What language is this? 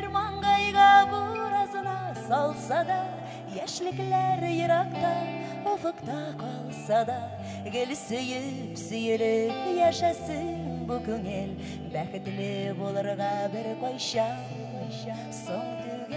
Bashkir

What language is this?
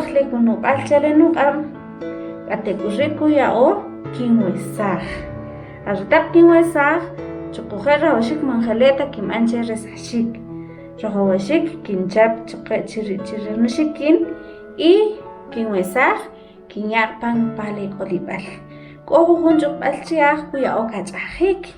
Kʼicheʼ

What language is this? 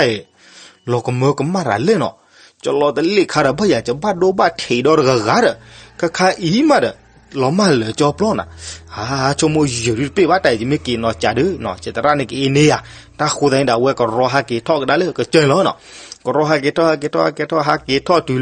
S'gaw Karen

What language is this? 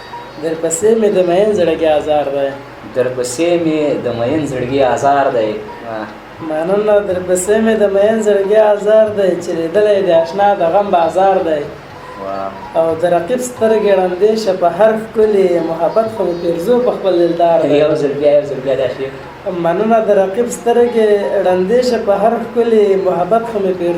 Pashto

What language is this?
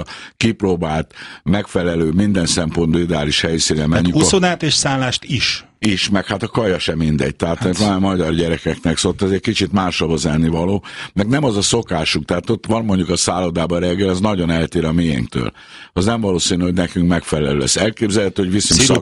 Hungarian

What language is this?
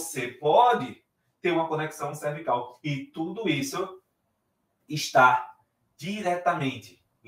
Portuguese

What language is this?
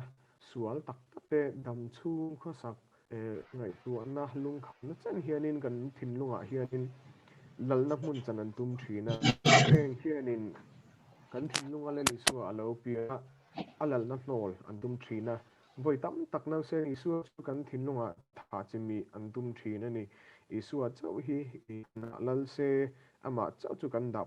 Mizo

